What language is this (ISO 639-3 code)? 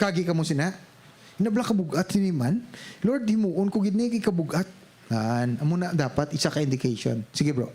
hil